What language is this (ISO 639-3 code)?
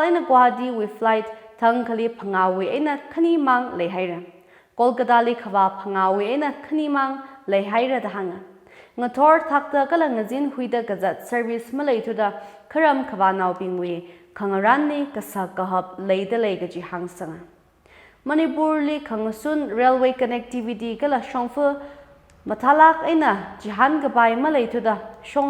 nmf